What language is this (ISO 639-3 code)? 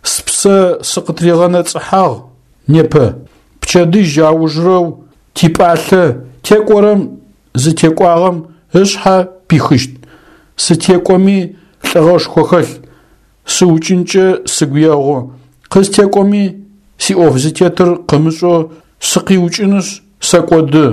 ady